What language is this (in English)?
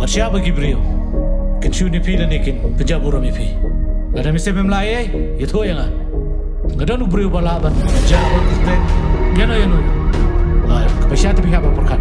Khasi